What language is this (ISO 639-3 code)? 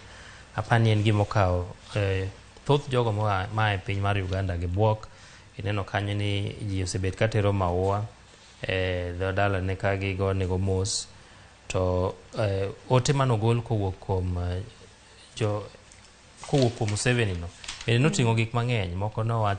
luo